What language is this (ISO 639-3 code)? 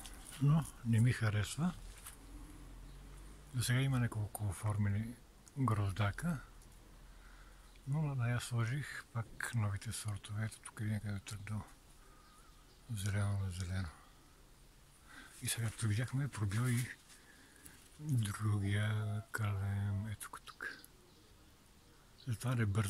bul